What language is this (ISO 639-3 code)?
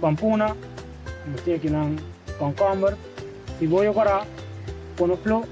pap